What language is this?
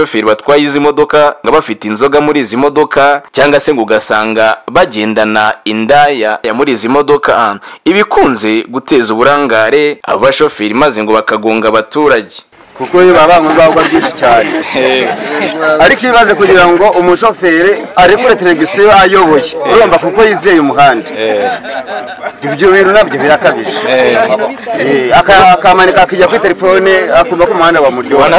Kinyarwanda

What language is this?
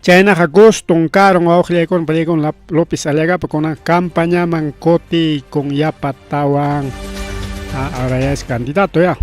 Ayacucho Quechua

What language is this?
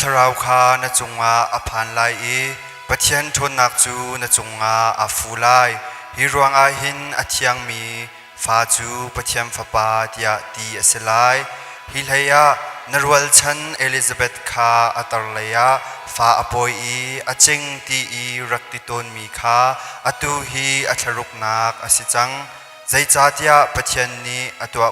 Hakha Chin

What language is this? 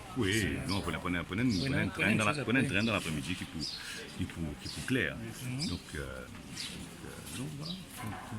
Morisyen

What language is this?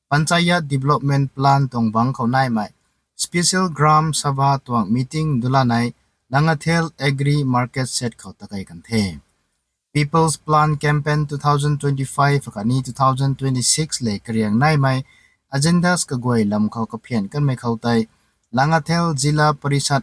Rongmei Naga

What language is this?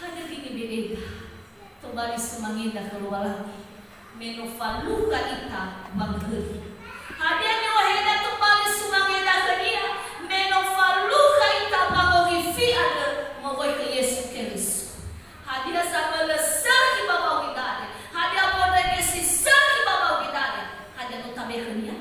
Nias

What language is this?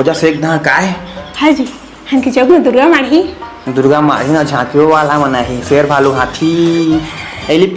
Chhattisgarhi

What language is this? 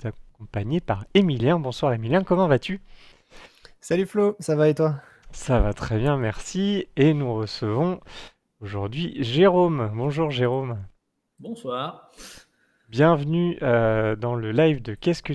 French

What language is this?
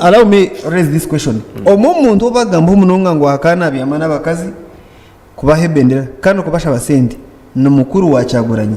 Nyankole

